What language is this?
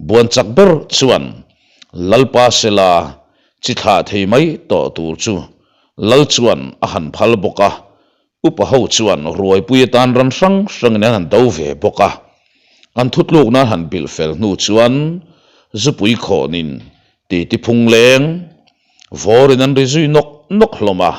Mizo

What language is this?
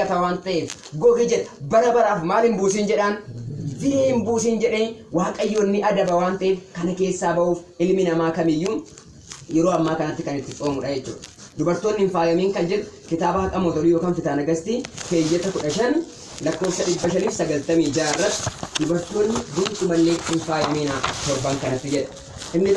Oromo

